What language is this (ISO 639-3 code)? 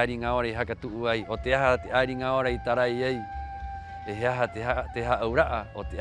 rap